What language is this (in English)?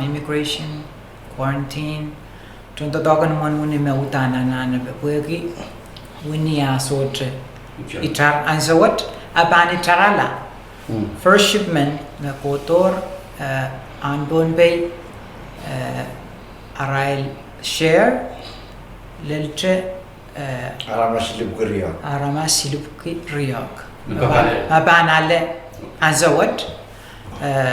Pohnpeian